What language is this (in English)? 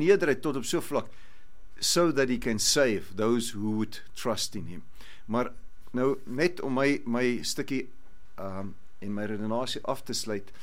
Afrikaans